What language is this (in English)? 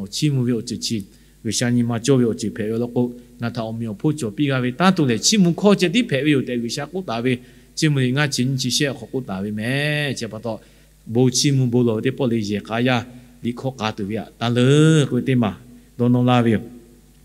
Lahu